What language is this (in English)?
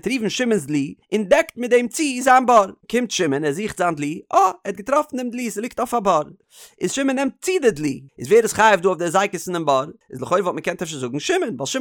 Yiddish